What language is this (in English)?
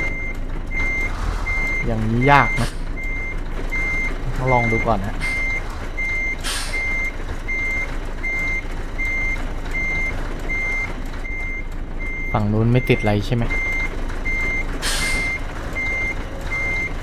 Thai